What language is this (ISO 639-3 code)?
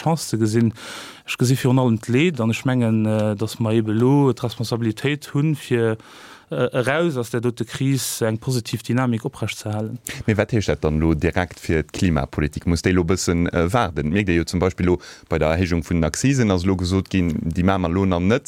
ltz